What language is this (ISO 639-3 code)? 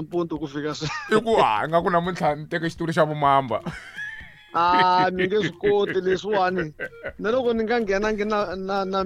tso